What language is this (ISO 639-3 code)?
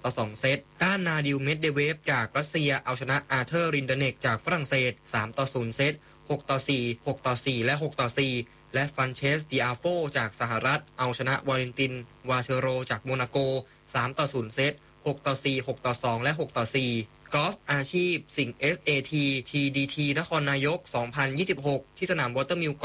tha